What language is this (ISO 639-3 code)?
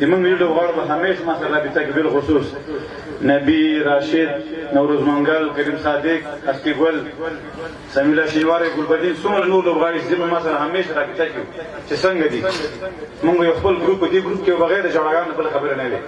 pus